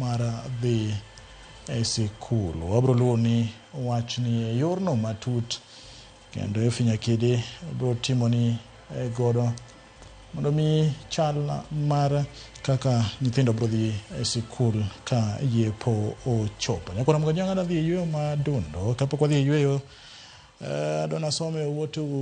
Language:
Luo (Kenya and Tanzania)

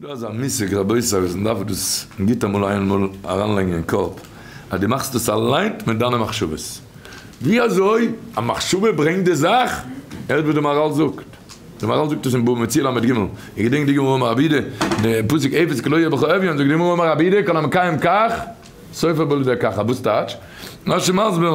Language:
Yiddish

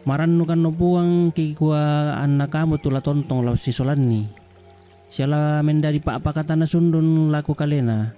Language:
Toraja-Sa'dan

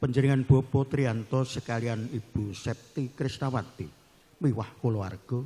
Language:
Javanese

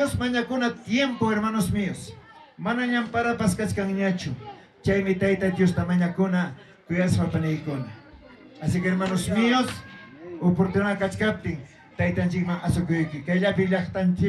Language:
Ayacucho Quechua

